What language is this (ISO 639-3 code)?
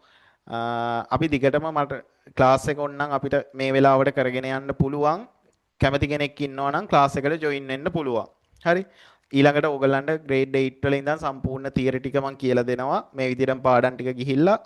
sin